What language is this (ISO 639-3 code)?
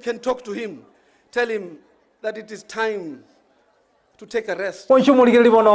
guz